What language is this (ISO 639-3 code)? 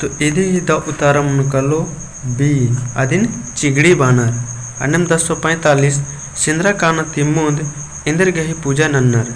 kru